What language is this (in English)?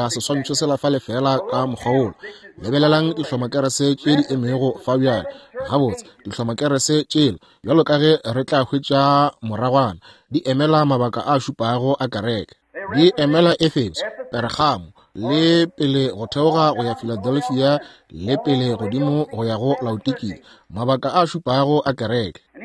Northern Sotho